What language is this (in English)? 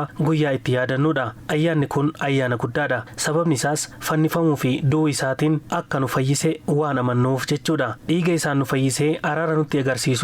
Oromo